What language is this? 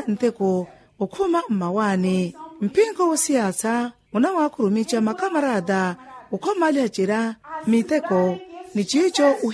Makhuwa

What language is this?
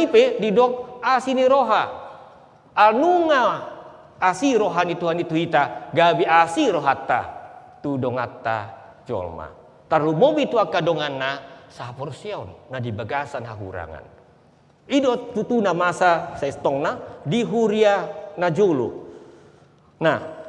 Batak Toba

